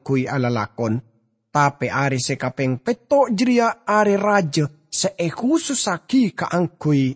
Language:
Madurese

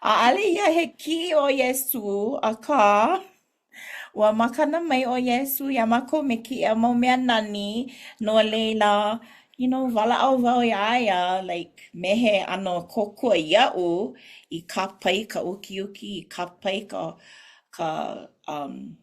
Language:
Hawaiian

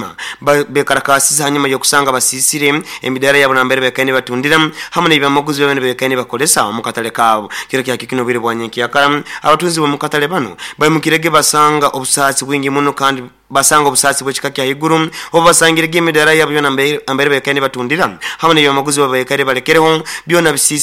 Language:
Nyoro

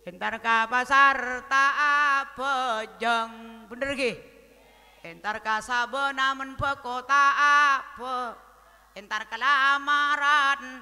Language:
Madurese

